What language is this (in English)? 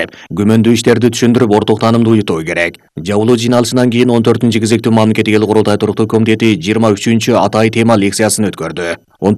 Kyrgyz